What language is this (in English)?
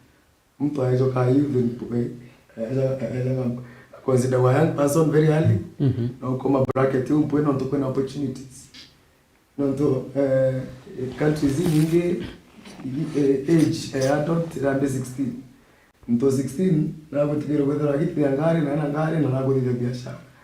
Meru